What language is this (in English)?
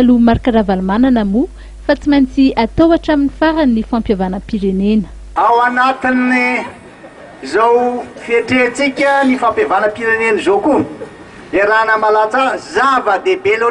Malagasy